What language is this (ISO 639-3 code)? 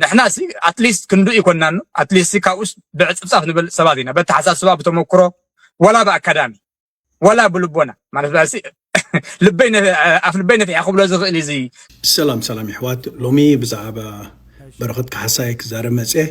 tir